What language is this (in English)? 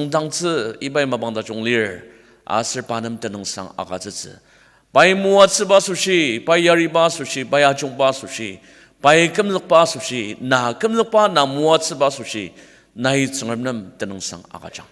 Ao Naga